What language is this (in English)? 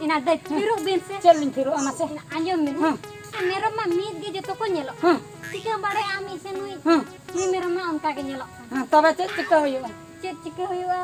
Santali